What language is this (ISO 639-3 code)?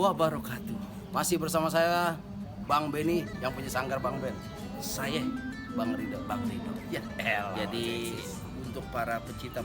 bew